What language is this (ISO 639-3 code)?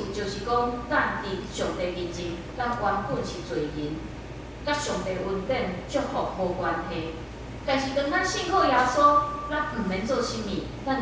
nan